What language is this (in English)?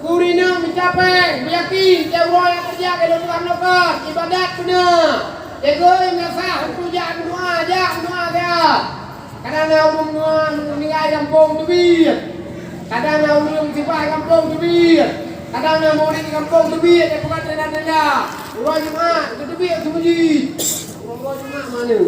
Achinese